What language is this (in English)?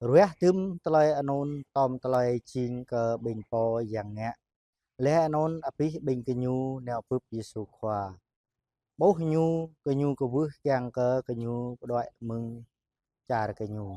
Jarai